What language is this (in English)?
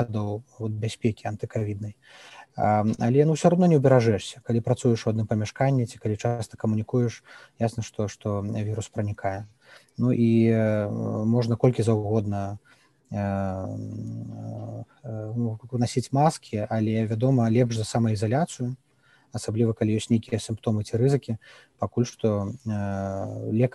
Belarusian